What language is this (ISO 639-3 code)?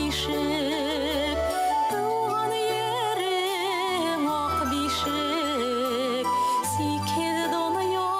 bak